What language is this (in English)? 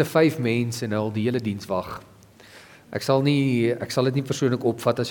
Afrikaans